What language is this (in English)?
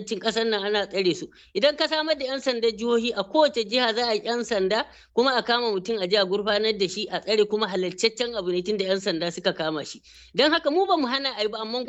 Hausa